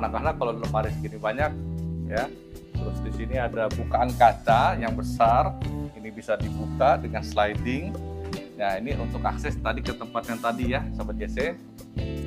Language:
Indonesian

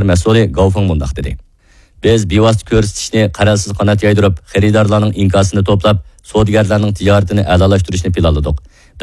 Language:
Uyghur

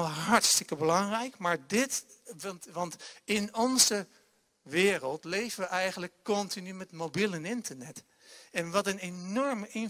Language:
Dutch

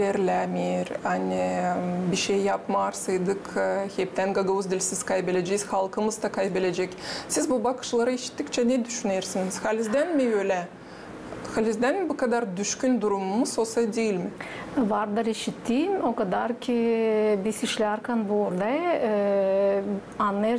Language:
Gagauz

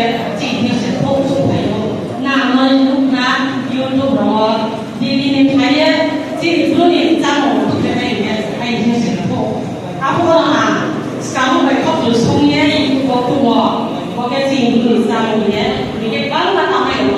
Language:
Riang (India)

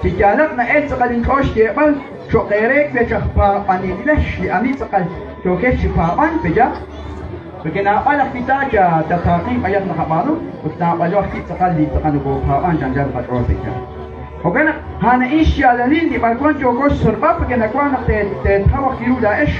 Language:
Kekchí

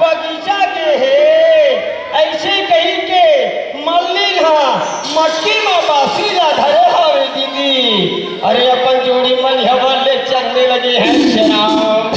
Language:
Chhattisgarhi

